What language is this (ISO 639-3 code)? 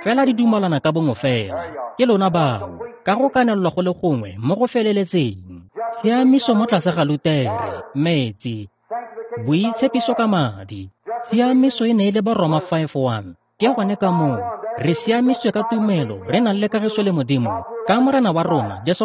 tsn